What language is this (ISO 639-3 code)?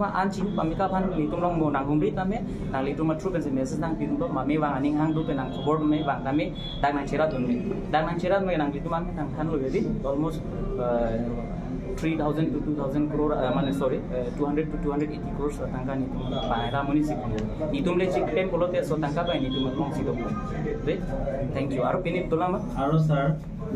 mjw